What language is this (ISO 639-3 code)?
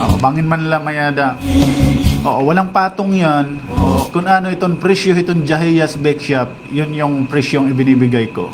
war